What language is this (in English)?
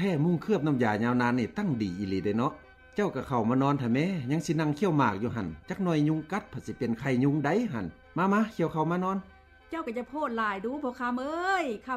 Lao